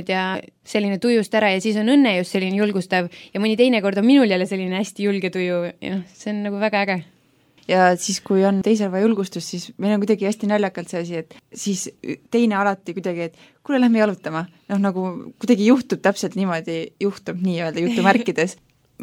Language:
Estonian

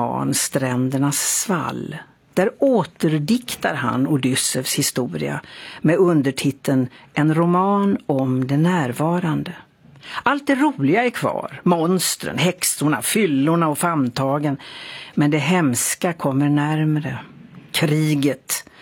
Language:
Swedish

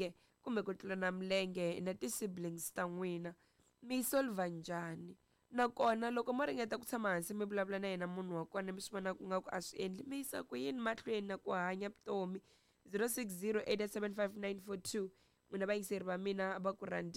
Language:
Tsonga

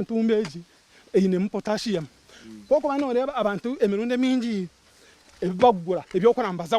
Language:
Nyankole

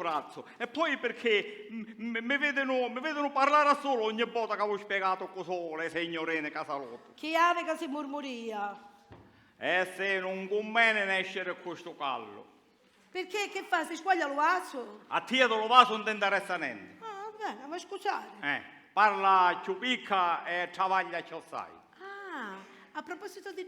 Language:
Sicilian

